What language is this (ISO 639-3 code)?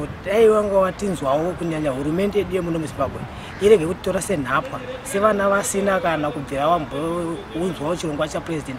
sna